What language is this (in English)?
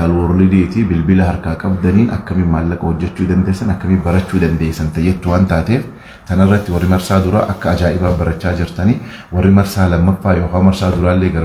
Oromo